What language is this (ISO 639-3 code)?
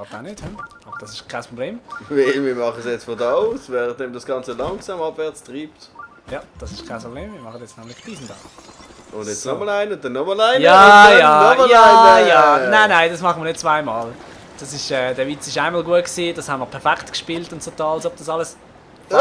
gsw